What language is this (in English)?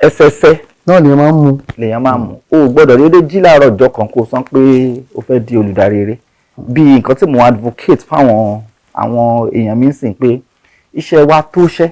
Yoruba